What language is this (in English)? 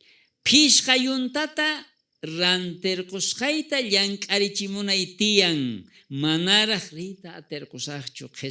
South Bolivian Quechua